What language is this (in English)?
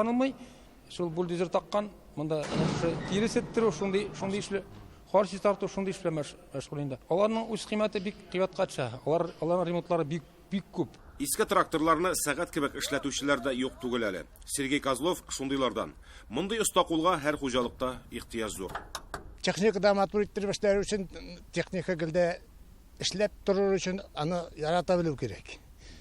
Tatar